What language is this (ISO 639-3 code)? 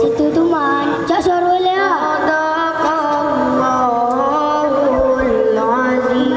min